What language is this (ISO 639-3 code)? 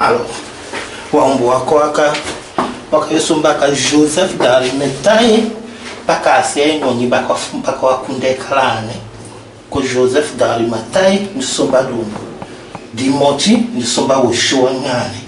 tll